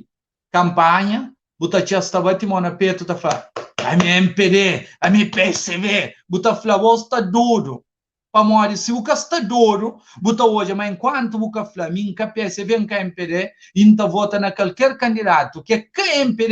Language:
Kabuverdianu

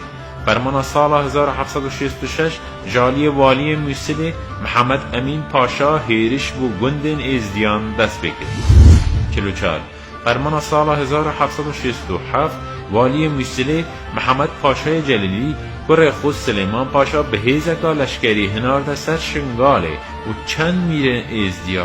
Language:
Kurdish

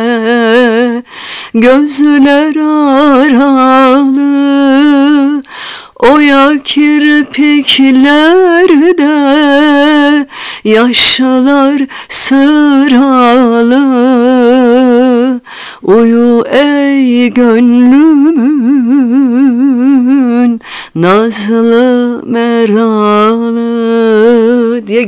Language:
Turkish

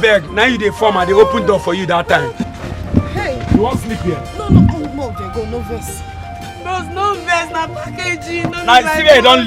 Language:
Nigerian Pidgin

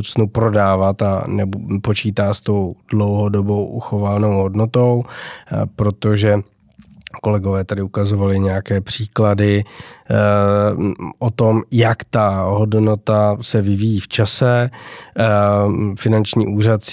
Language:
Czech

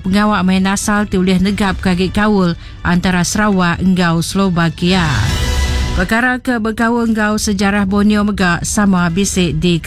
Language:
Iban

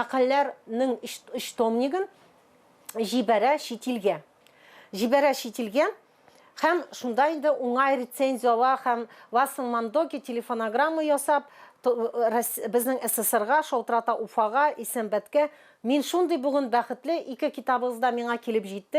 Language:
Tatar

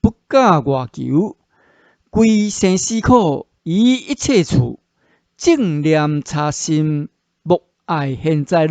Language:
Min Nan Chinese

